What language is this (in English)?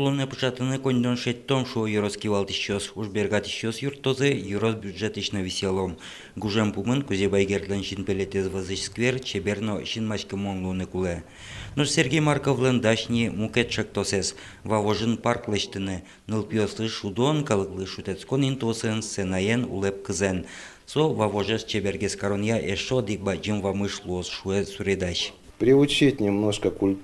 Udmurt